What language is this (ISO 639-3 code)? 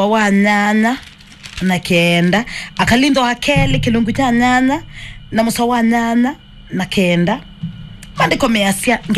kam